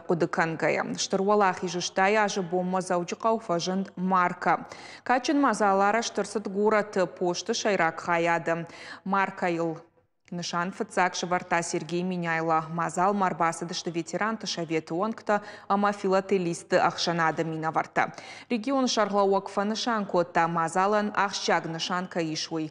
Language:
Ossetic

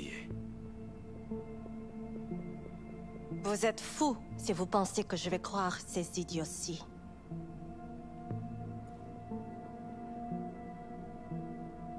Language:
French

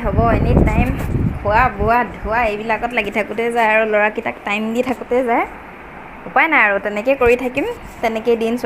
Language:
Assamese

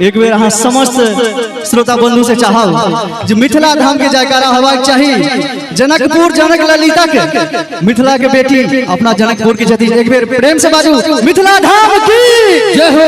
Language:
Maithili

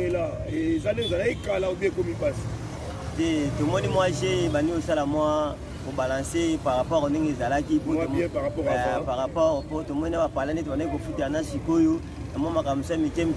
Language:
Lingala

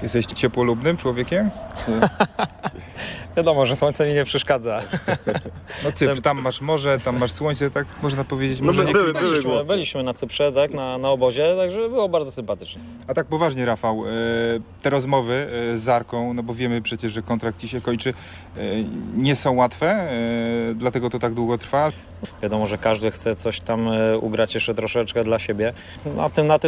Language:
Polish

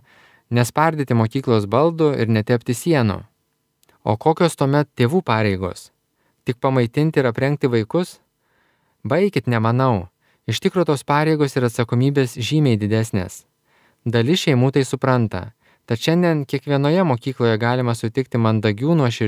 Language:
Lithuanian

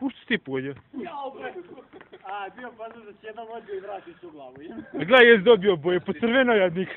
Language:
Bosnian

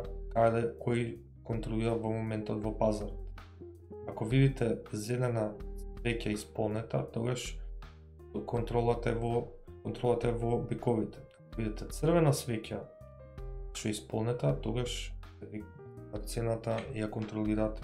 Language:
Macedonian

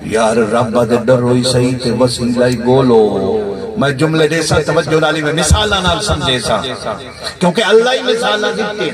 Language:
Saraiki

